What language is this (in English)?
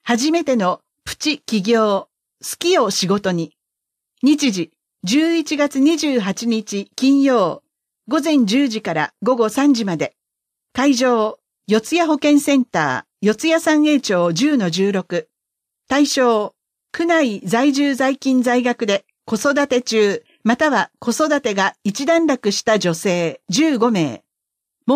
Japanese